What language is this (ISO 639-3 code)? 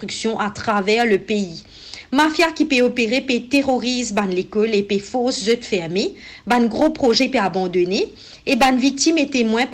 mfe